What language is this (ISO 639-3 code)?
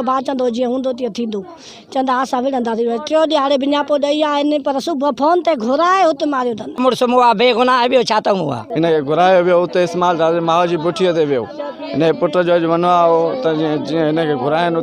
snd